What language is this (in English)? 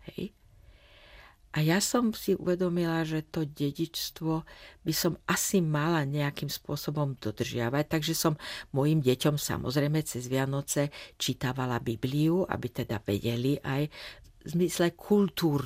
Slovak